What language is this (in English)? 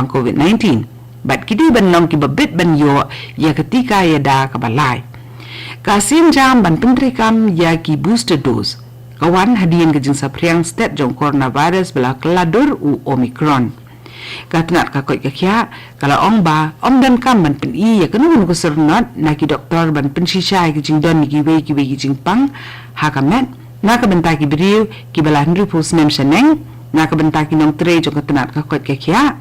Khasi